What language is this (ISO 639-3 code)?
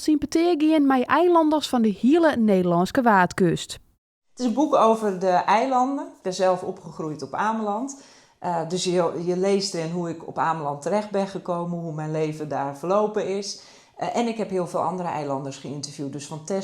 fry